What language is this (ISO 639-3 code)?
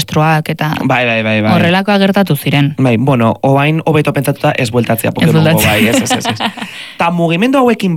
eus